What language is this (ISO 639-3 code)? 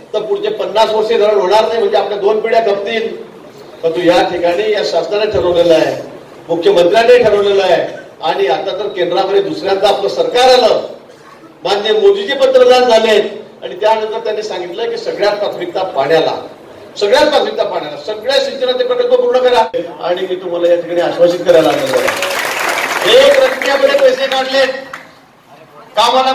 mar